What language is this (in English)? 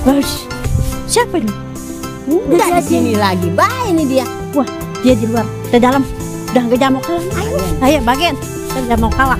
Betawi